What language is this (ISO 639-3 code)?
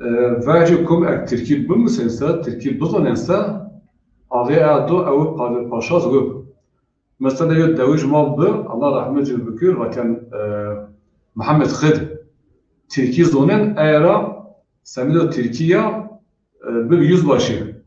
zza